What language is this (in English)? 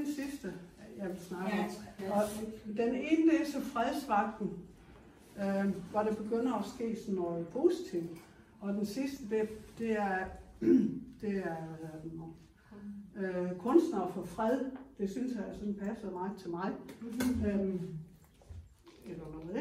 Danish